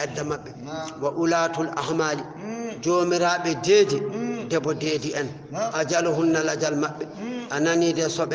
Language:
Fula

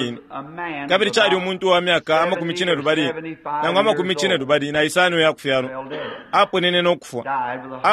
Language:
Bemba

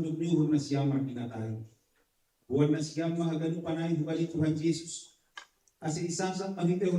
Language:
Batak Simalungun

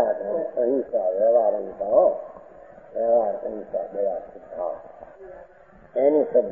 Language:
Gujarati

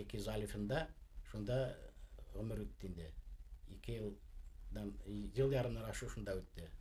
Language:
Bashkir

